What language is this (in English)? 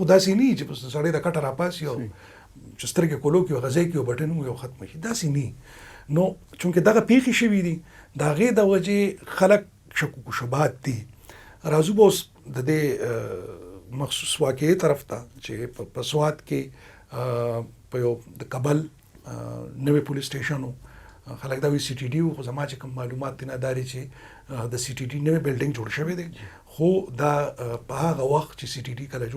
Pashto